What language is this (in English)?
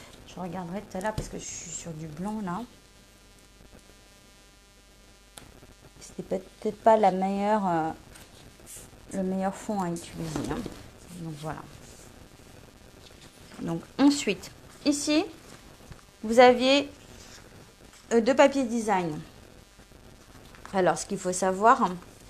French